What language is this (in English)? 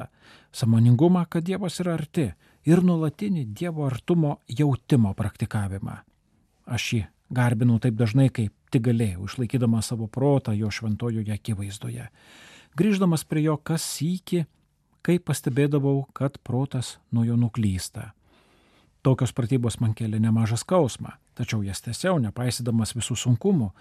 Lithuanian